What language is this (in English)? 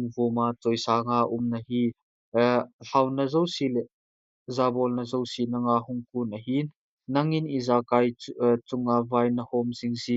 Thado Chin